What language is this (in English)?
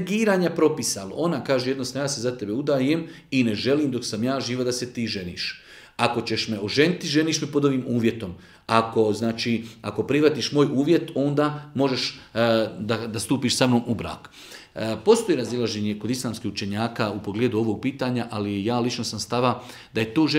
Bosnian